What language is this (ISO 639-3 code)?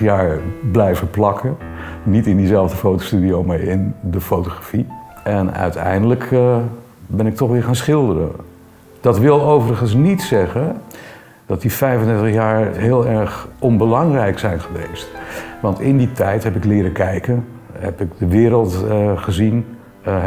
nld